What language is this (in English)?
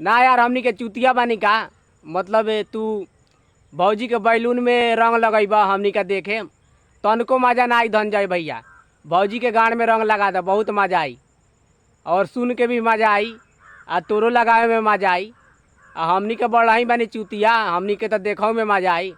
Bhojpuri